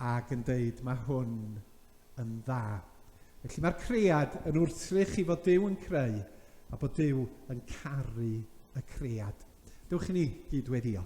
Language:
Welsh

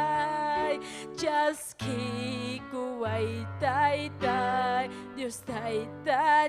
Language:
Ayacucho Quechua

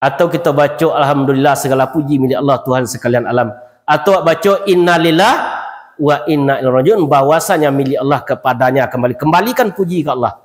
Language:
Minangkabau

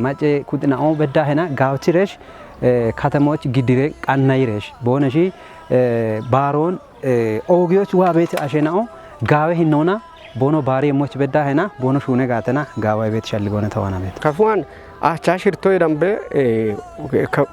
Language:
Kafa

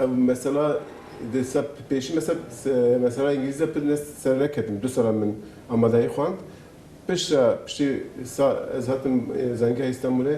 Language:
Kurdish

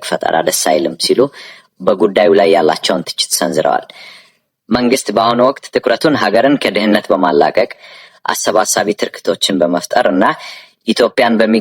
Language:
Amharic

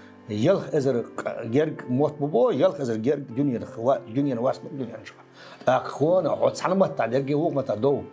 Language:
Chechen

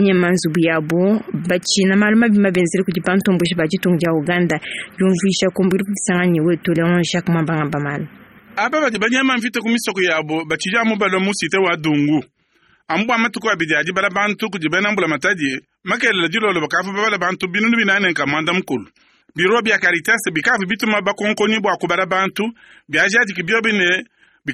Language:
Luba-Lulua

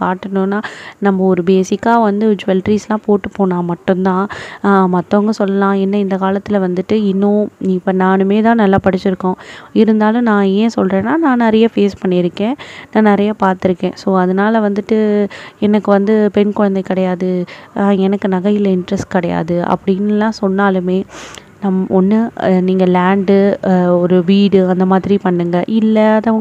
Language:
Tamil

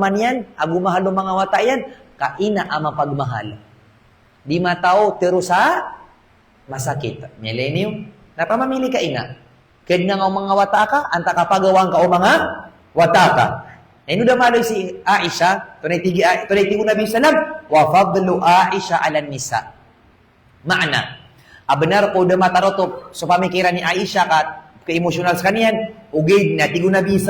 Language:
Maranao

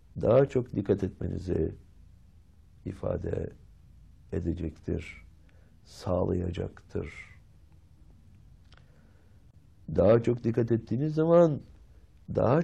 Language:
Turkish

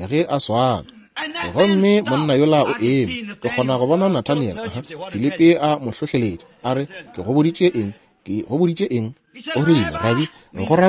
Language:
Northern Sotho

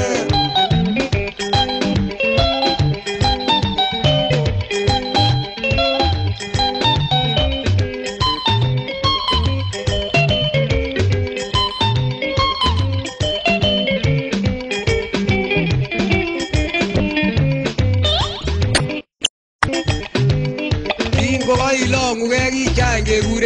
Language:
Swahili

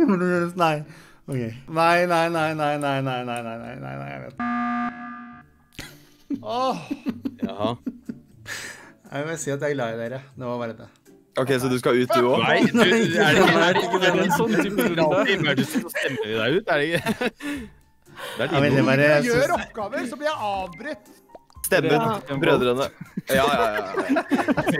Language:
Norwegian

